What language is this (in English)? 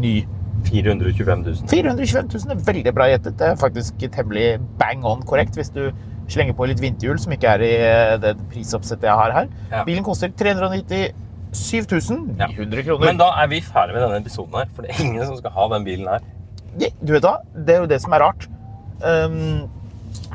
Norwegian